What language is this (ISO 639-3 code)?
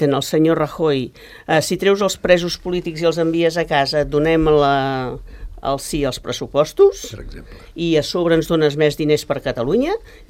cat